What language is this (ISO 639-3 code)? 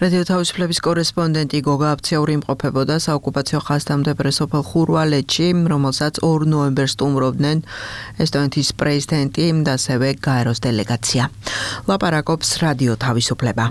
kat